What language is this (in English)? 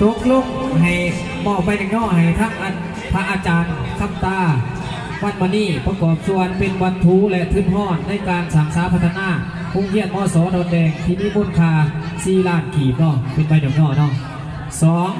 Lao